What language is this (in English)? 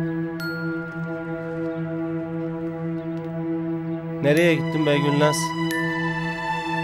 Turkish